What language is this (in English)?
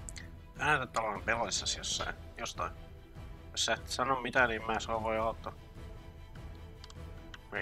Finnish